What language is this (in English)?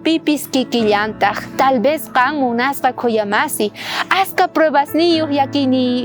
South Bolivian Quechua